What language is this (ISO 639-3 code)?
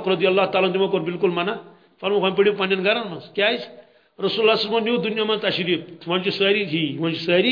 kas